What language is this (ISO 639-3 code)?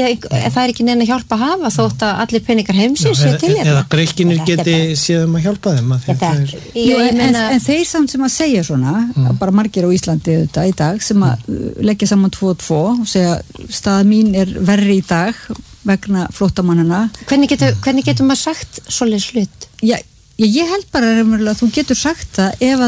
isl